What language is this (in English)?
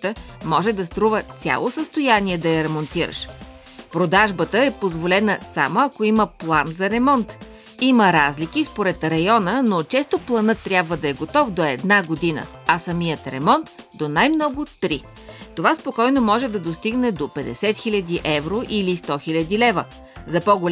Bulgarian